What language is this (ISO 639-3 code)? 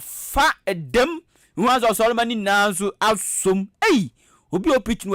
aka